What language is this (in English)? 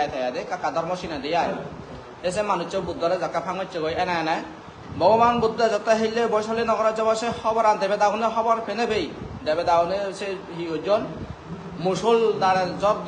Chakma